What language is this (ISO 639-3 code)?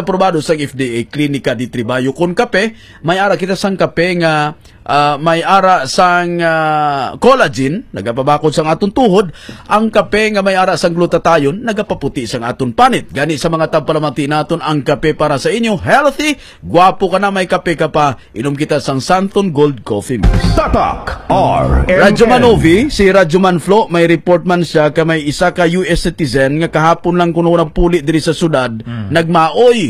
hil